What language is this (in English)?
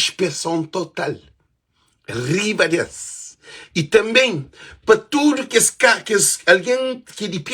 Kabuverdianu